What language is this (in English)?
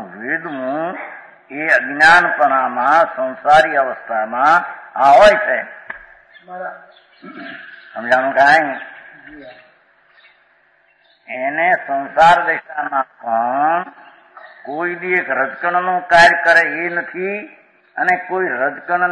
Gujarati